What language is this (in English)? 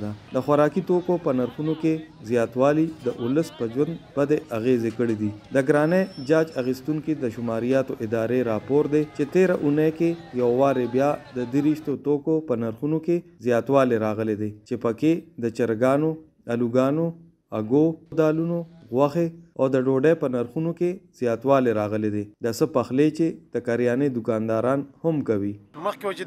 Pashto